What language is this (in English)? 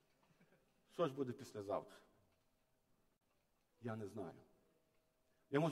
Ukrainian